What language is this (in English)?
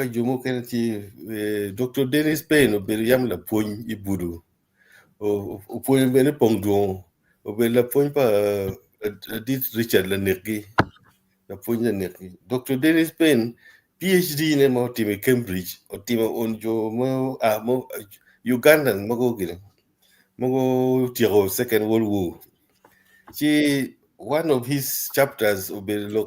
Acoli